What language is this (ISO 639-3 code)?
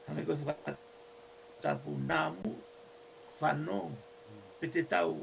ton